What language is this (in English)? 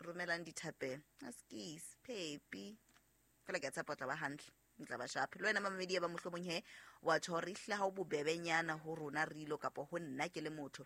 Southern Sotho